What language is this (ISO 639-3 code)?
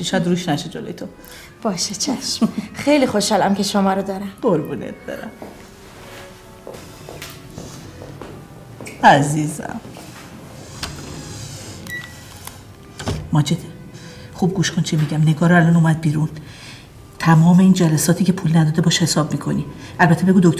fas